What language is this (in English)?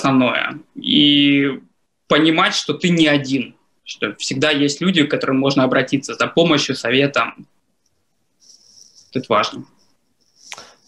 Russian